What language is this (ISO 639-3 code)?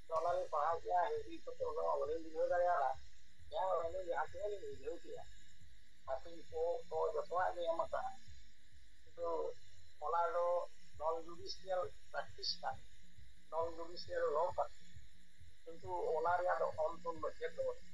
sat